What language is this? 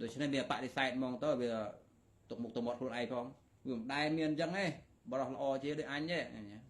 Khmer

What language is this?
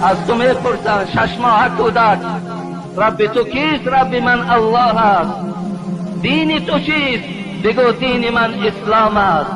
Tajik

